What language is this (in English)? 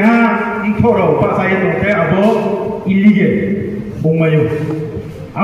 Riang (India)